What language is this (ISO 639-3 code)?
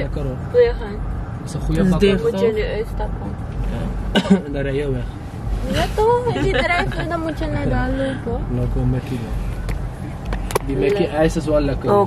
nld